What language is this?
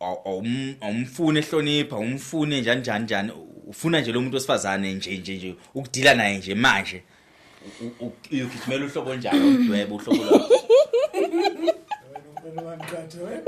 Zulu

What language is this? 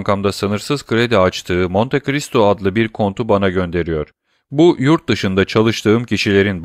Turkish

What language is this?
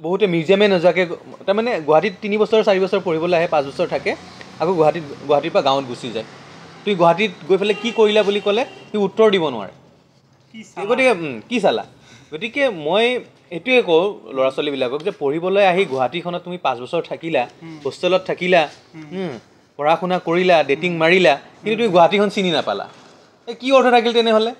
Assamese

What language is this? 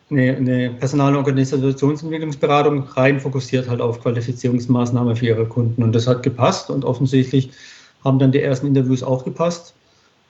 German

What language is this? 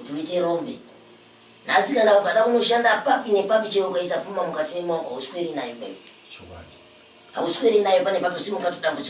Shona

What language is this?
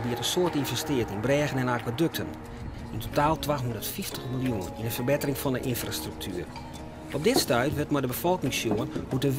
Western Frisian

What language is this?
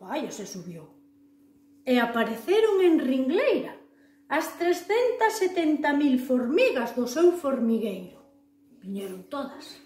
Galician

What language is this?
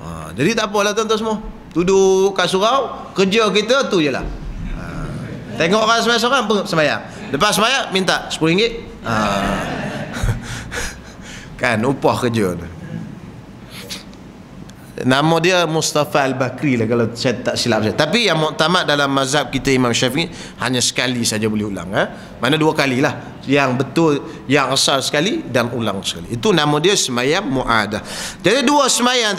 Malay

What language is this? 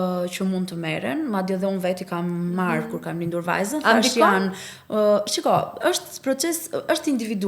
Albanian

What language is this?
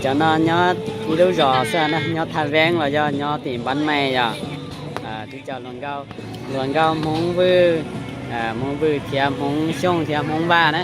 Hmong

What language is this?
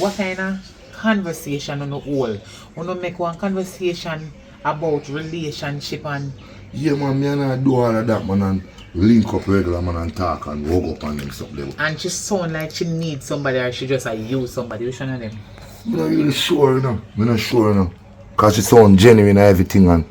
Jamaican Creole English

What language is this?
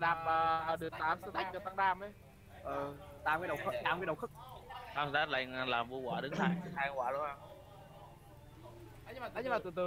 Vietnamese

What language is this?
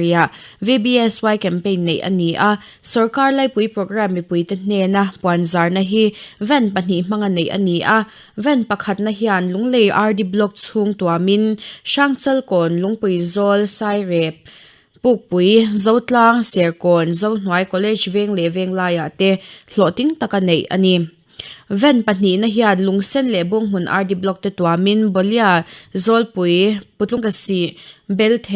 Mizo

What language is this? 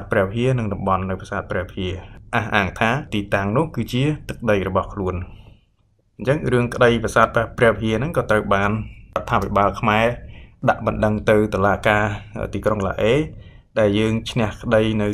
Khmer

